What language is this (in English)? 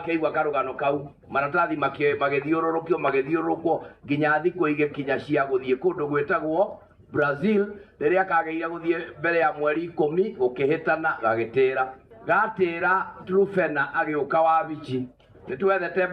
Kikuyu